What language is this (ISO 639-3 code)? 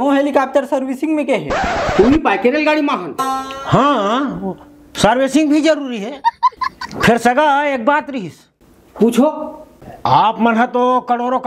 hne